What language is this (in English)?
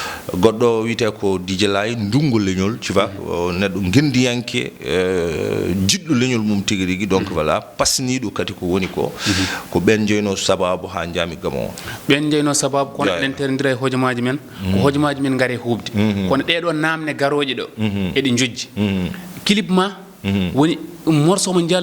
Fula